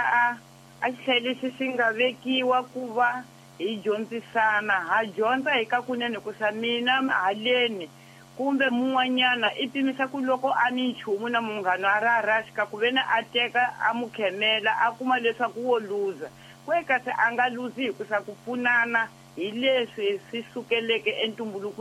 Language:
Tsonga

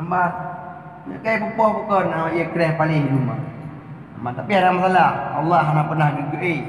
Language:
Achinese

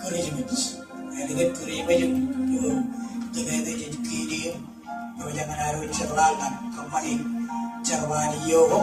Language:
Marshallese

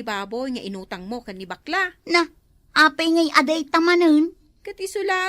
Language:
Iloko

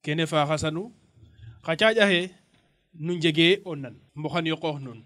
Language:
Serer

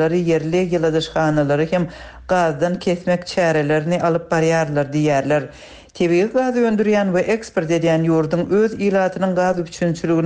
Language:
Turkmen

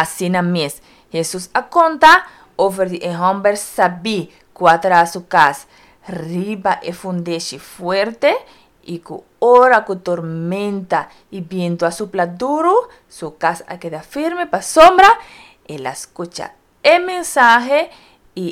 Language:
Papiamento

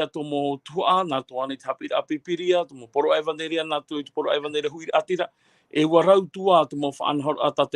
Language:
Tahitian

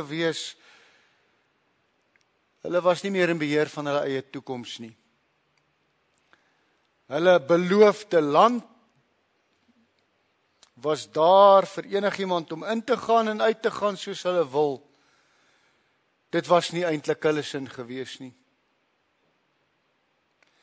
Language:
Afrikaans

